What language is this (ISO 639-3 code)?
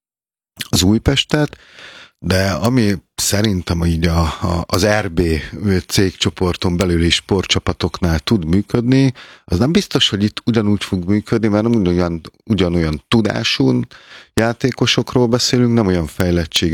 hun